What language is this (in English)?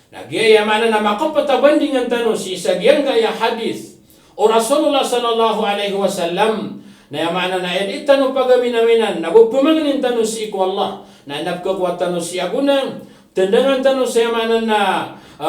Maranao